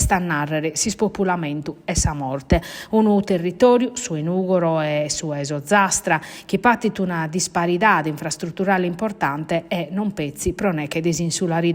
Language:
Sardinian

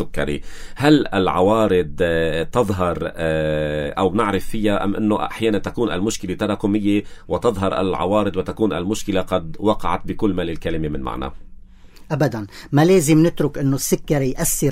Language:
North Levantine Arabic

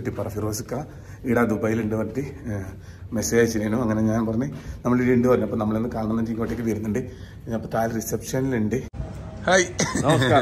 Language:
Malayalam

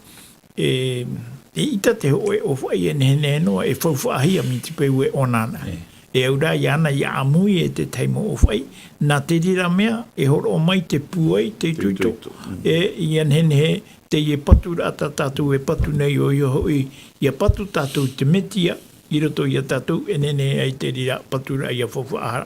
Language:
Tahitian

